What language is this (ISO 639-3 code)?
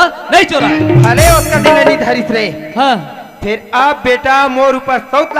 hne